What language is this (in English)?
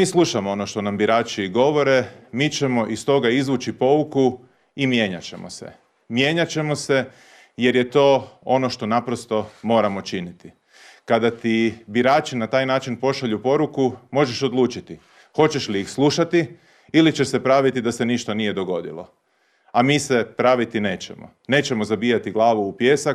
Croatian